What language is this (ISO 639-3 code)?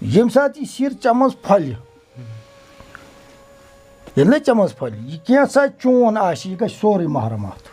kas